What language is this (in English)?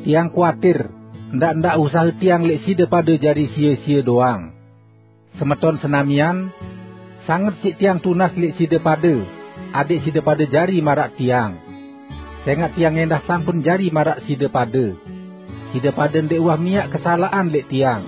Sasak